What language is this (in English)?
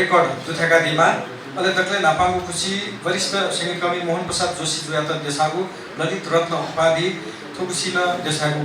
Newari